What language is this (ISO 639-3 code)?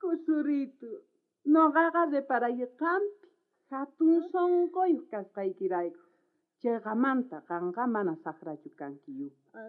quh